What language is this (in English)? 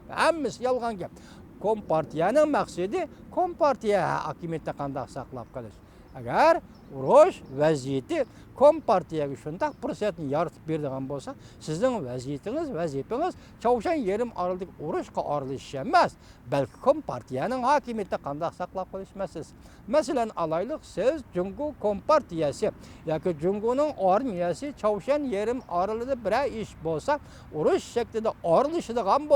Uyghur